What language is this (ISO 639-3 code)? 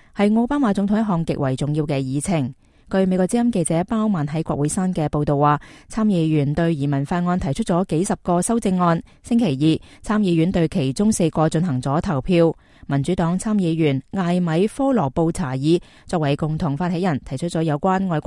yue